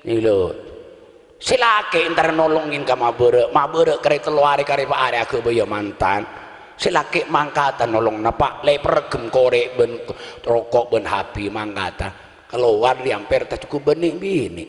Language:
Madurese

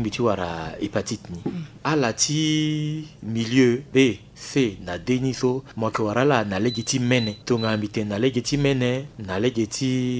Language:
Sango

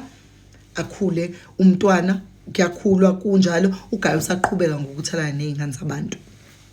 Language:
Zulu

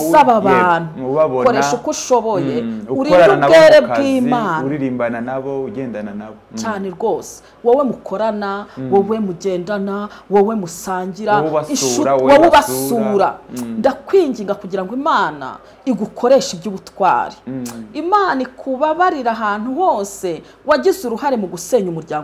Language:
Kinyarwanda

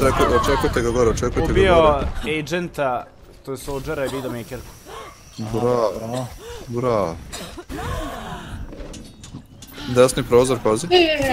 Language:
Croatian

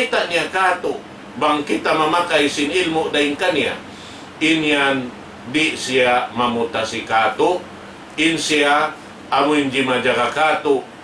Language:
Tausug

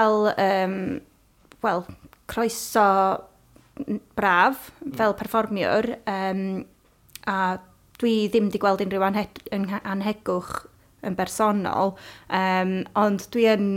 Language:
Welsh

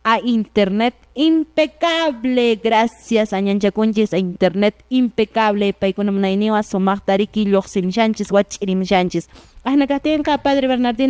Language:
Quechua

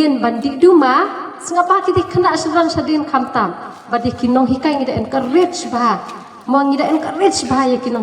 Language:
Khasi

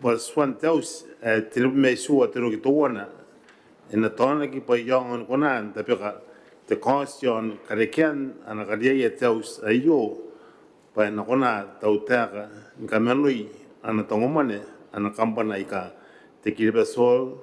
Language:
Gilbertese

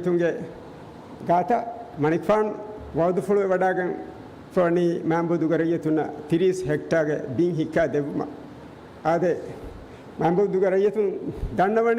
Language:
Divehi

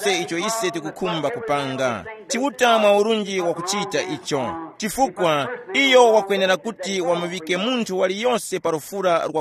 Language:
Tumbuka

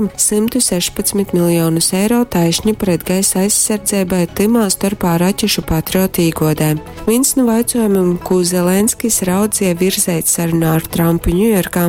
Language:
Latgalian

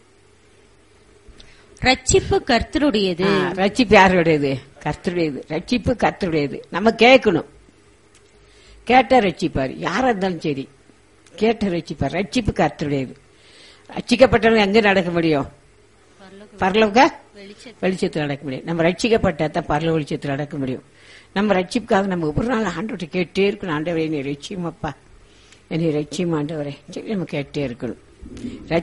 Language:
Tamil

